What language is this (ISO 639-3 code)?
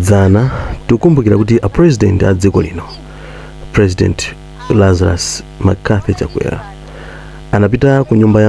nya